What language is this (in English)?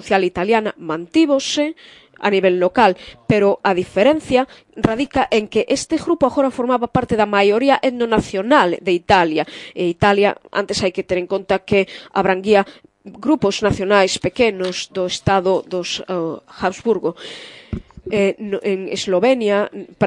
Galician